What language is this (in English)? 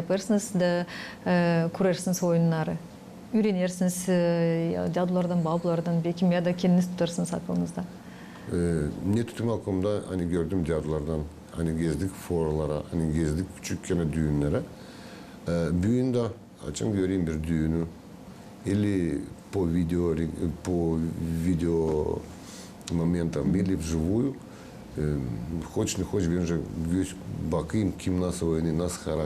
Gagauz